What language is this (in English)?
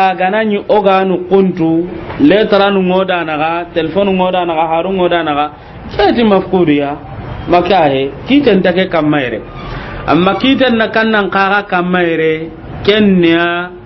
Soninke